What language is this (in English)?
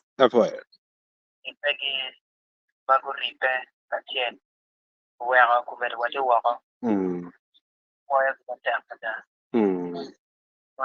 Acoli